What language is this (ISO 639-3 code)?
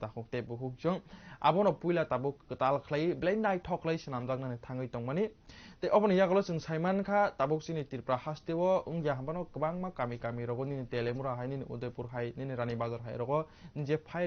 trp